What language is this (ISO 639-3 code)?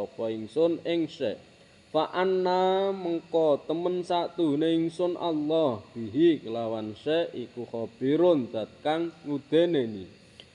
jav